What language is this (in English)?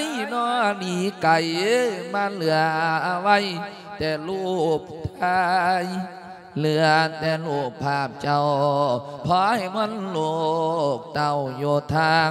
Lao